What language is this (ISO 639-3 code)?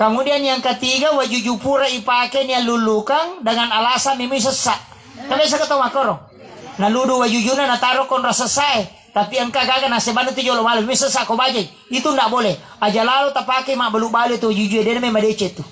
bug